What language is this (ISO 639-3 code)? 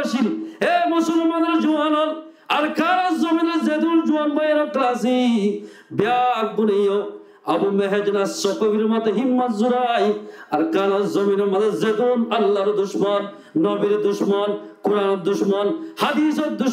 rhg